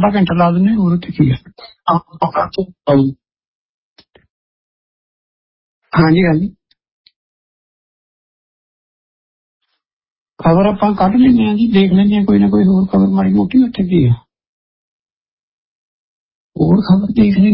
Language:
Punjabi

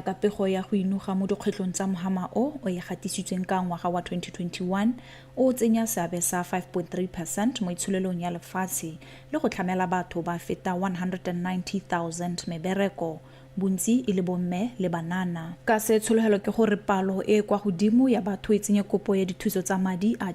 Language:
Tswana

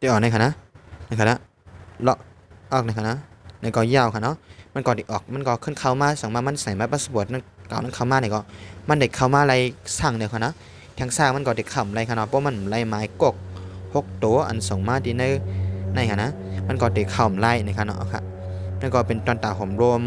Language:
Shan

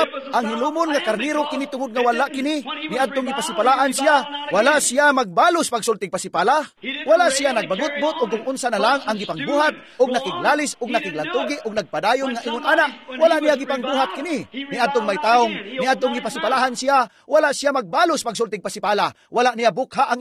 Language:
Cebuano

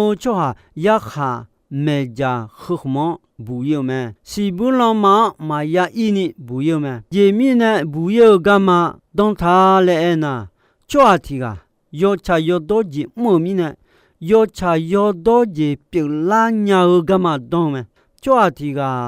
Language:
Akha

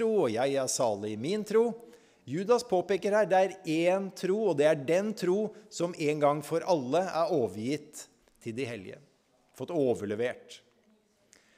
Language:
Norwegian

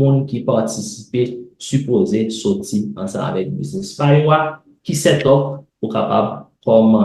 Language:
Haitian Creole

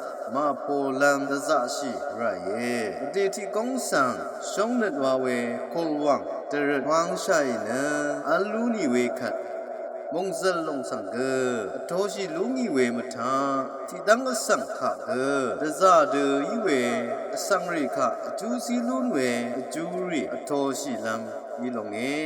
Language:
Rawang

